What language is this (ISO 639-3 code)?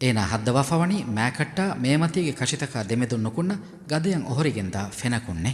div